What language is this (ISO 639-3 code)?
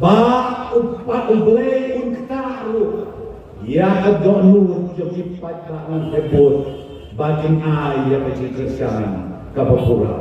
kha